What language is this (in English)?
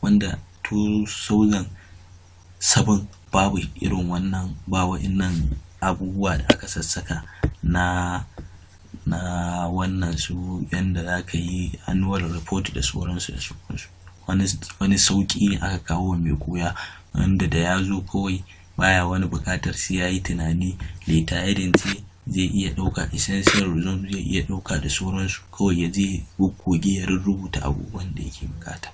Hausa